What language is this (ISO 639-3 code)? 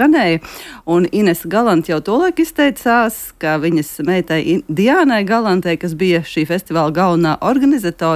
lav